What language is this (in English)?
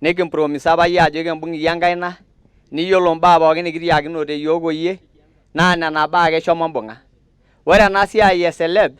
Masai